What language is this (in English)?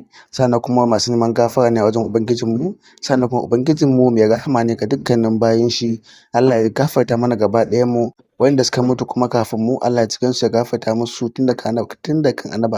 Hausa